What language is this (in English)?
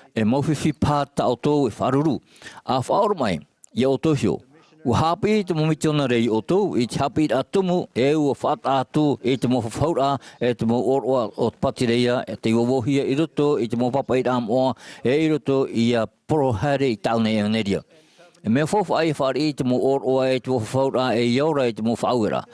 Tahitian